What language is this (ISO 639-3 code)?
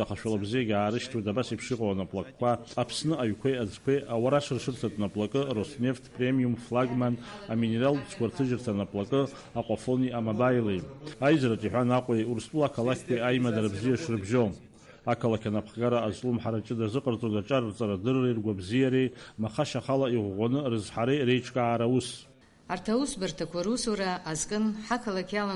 abk